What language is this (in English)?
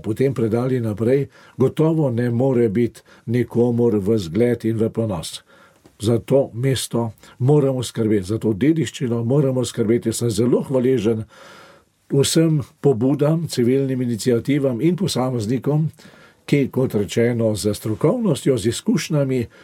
Slovenian